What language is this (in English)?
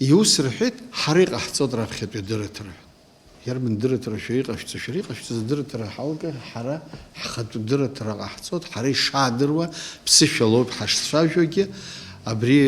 Abkhazian